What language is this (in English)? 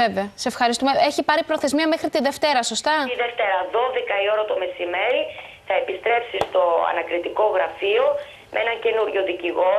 Greek